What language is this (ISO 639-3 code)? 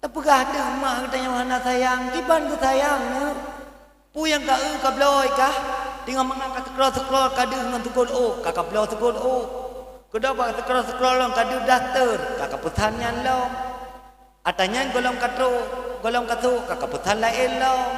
ace